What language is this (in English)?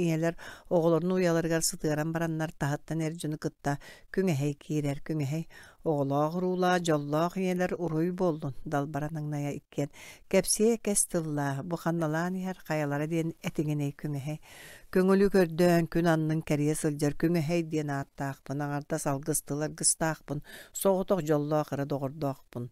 Yakut